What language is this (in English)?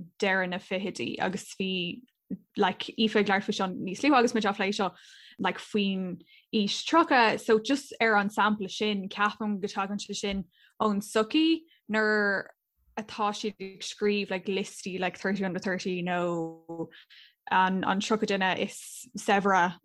Irish